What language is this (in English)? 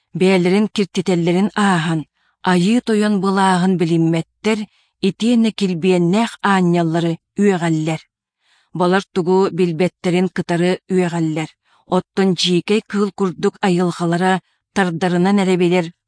Yakut